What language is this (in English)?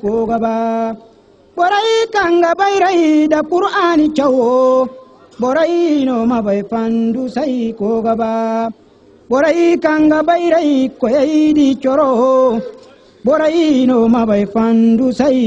Zarma